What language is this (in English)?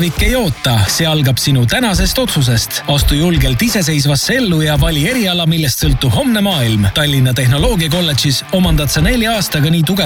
Estonian